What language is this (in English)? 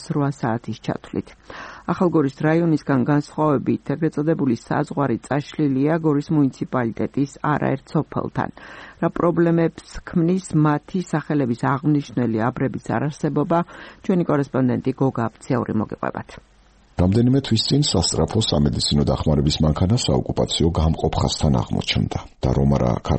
Georgian